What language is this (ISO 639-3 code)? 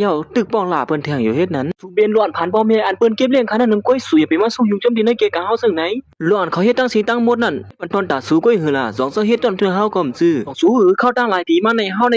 shn